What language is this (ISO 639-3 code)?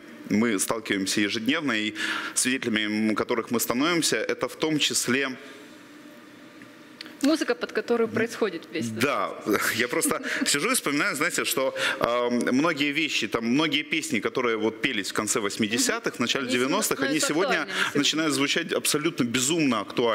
rus